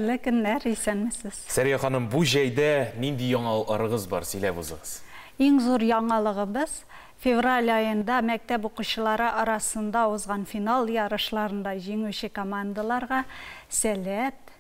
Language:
Tatar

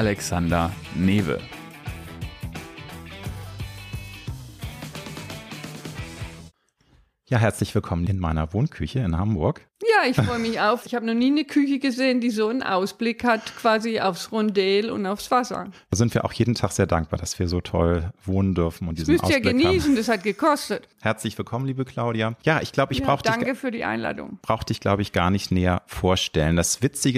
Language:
German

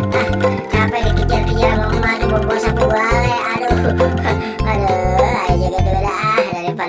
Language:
Betawi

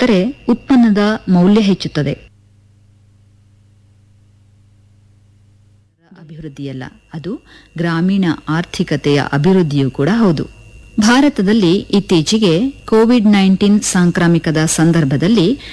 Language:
Kannada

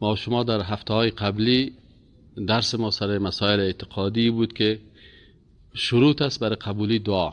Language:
Persian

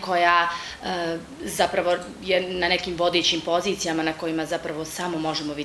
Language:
Bosnian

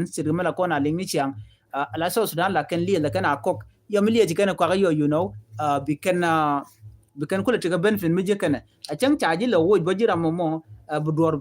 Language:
Nuer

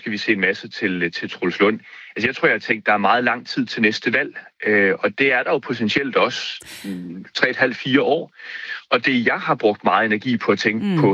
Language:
Danish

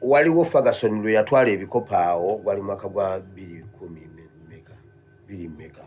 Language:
Ganda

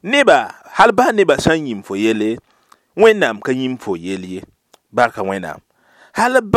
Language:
Mossi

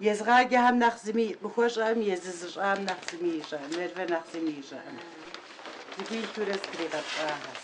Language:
Kabardian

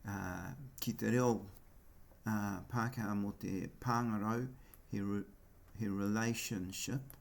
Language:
Māori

